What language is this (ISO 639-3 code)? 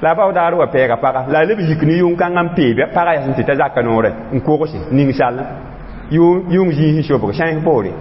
mos